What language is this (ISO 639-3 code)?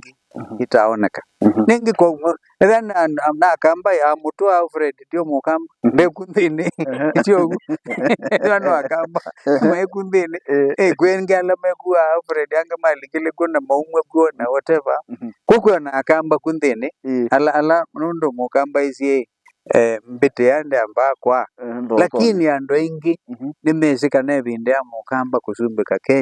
kam